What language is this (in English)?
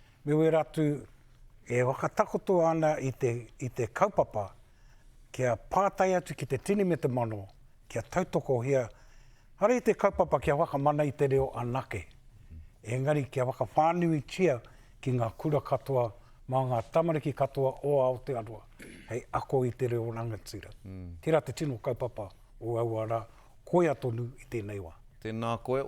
Māori